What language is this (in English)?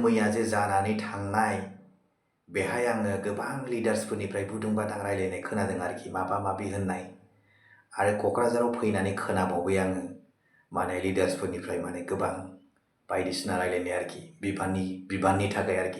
Bodo